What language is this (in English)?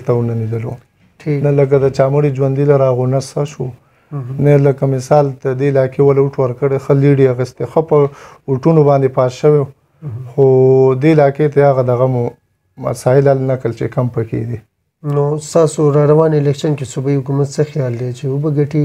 Pashto